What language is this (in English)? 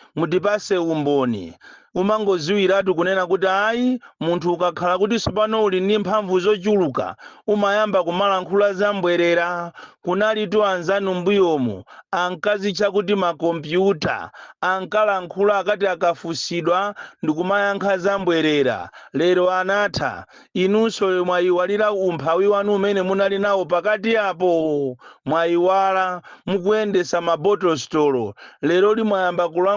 Nyanja